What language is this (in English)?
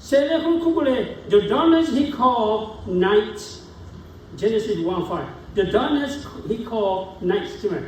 Lahu